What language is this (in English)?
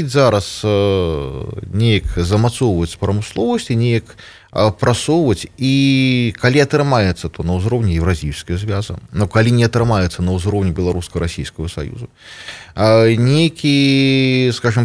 Belarusian